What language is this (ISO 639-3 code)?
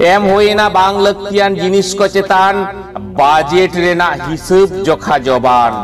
sat